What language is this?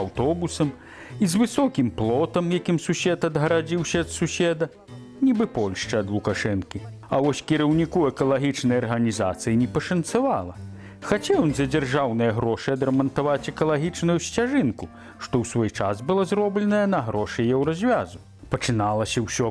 Belarusian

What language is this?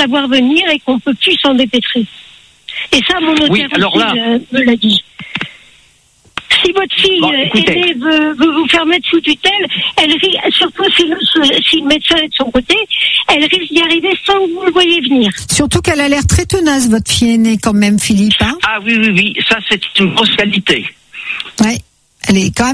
French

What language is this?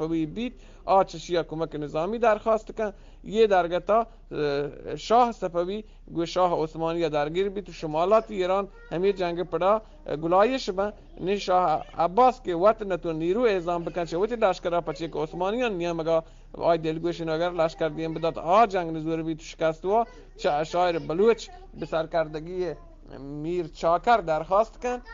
Eastern Balochi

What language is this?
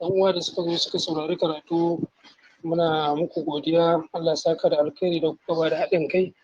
Hausa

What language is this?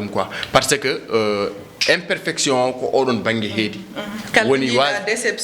Fula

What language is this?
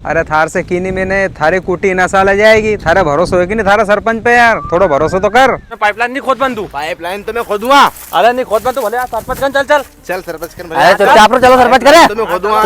Rajasthani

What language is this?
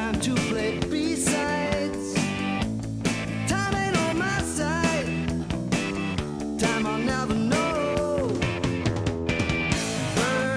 English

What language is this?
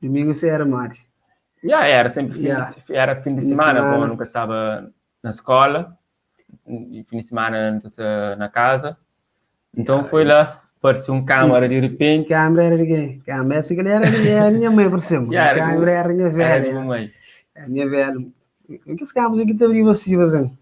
Kabuverdianu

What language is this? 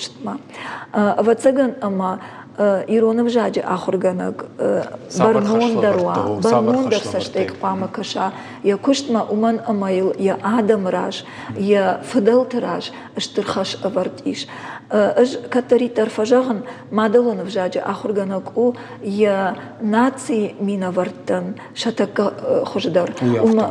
Ossetic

